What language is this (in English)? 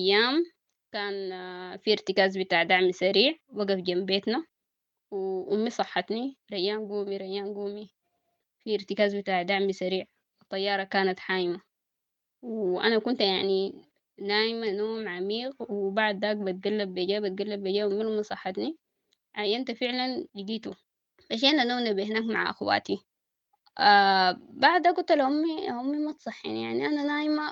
Sudanese Arabic